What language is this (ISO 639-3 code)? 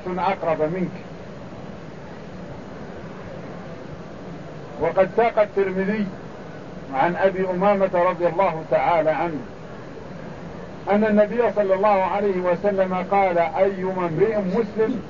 ara